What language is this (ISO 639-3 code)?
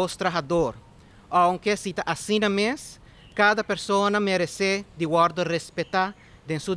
pap